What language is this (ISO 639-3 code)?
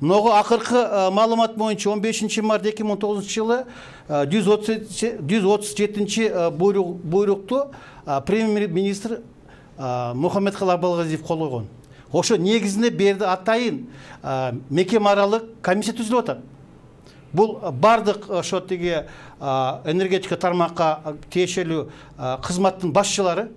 kir